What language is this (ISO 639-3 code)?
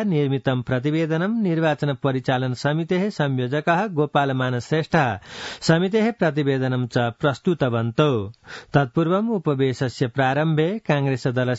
san